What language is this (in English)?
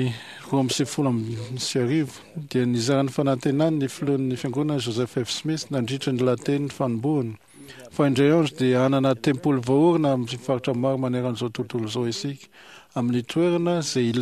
Malagasy